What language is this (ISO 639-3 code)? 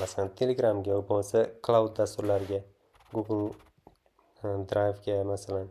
uzb